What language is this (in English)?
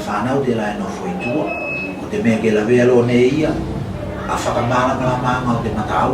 Tuvalu